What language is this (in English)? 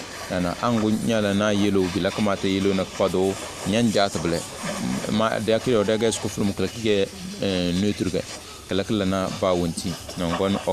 Tem